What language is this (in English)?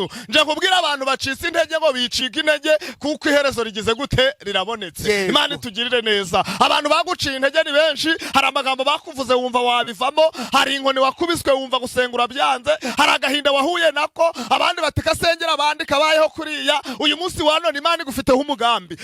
Kinyarwanda